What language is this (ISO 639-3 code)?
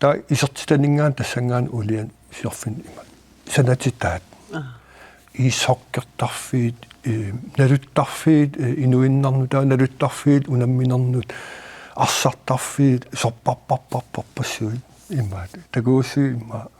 kal